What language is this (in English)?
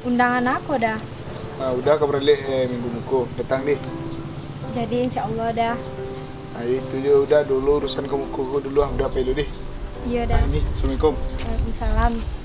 Minangkabau